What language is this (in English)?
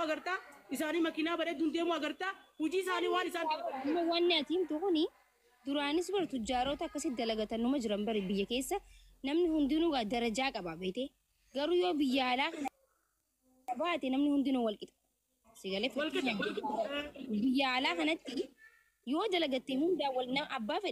Oromo